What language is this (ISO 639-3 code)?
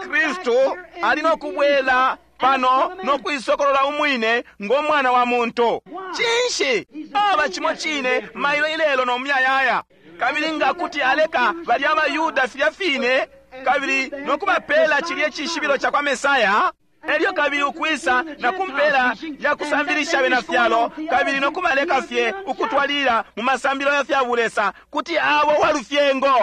bem